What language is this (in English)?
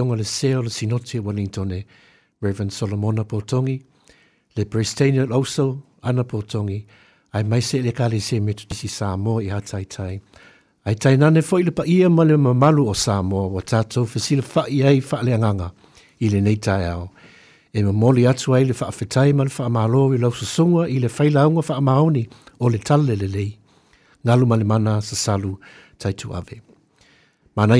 Samoan